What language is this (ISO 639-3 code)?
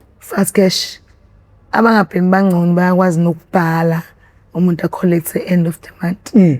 zul